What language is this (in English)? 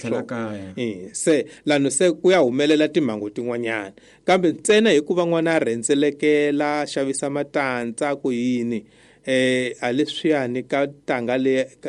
Tsonga